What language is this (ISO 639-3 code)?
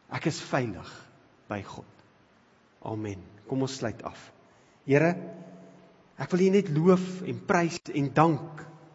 afr